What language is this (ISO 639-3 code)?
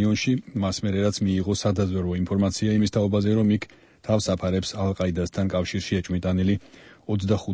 kat